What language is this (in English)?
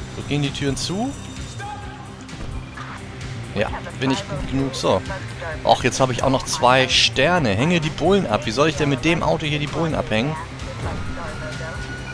German